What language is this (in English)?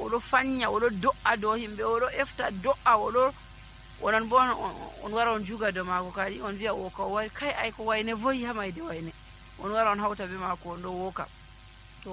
Nigerian Fulfulde